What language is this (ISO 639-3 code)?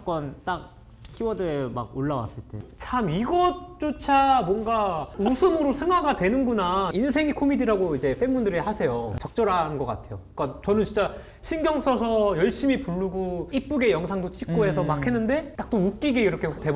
kor